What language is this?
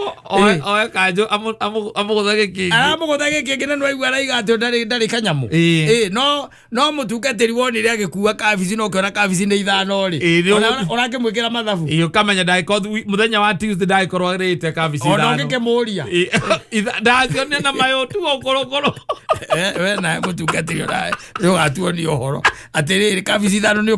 Kikuyu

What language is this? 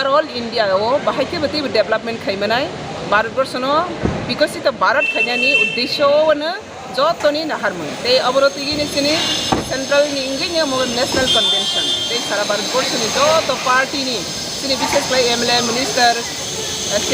Kok Borok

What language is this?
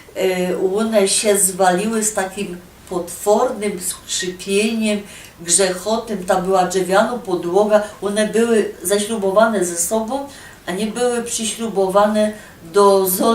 Silesian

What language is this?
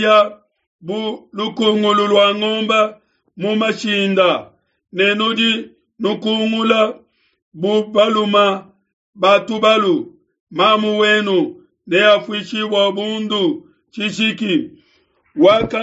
Luba-Lulua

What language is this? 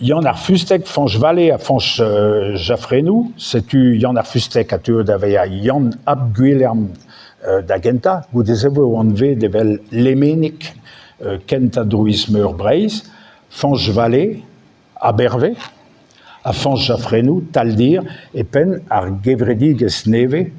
Breton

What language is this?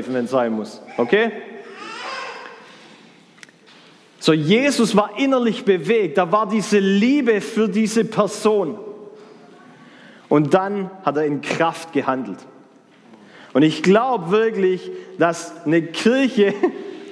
German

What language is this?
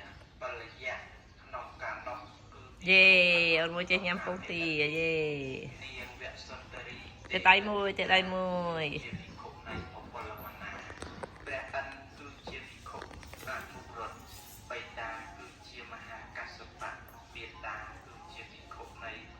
Khmer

